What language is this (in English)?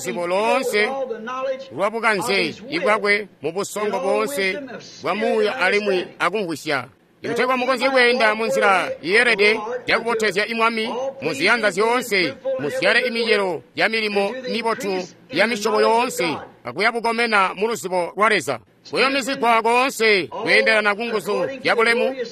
Tonga (Zambia)